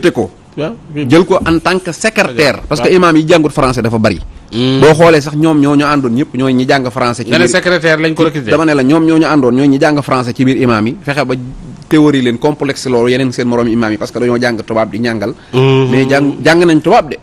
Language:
Wolof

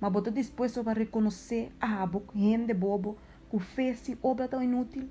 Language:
Papiamento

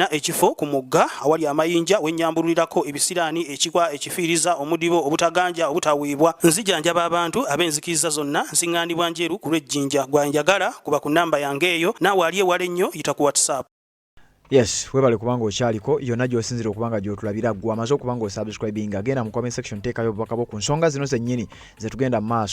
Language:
Ganda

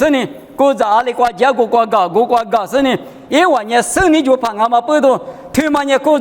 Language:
Lisu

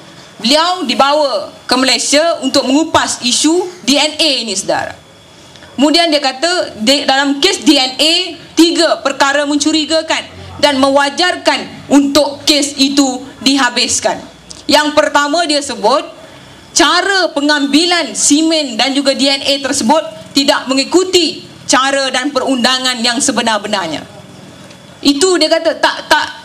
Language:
Malay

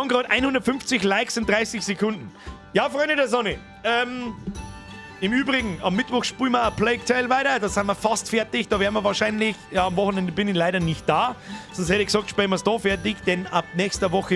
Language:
Bavarian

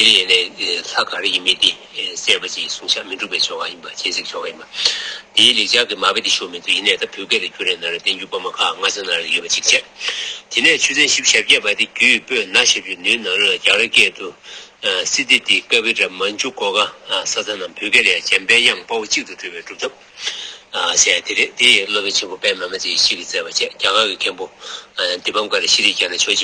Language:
Tibetan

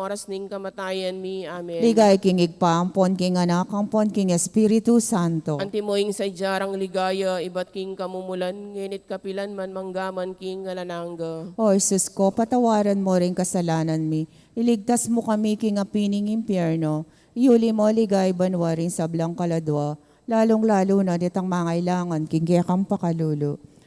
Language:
Pampanga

